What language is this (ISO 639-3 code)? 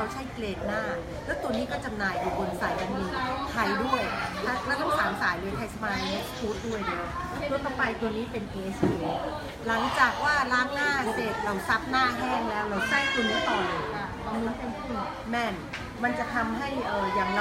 lao